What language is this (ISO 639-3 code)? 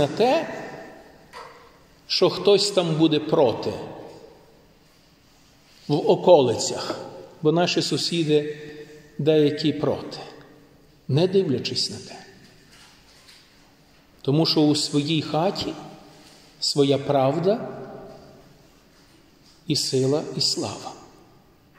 ukr